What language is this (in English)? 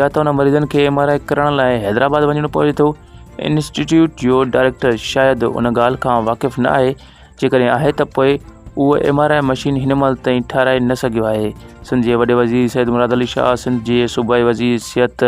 Sindhi